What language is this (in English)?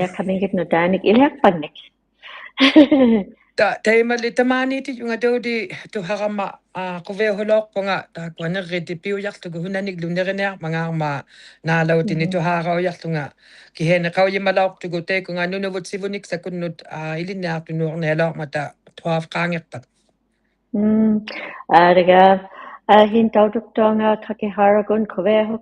Inuktitut